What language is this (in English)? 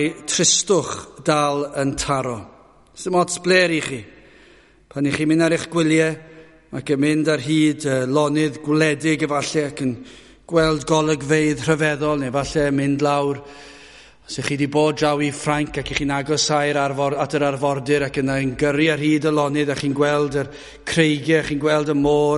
Welsh